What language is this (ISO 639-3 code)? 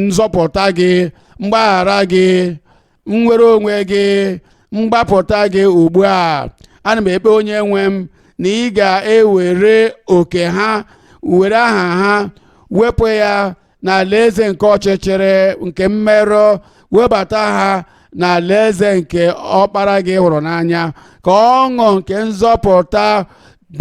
ibo